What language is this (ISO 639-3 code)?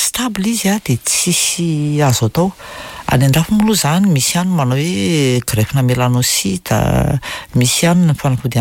mlg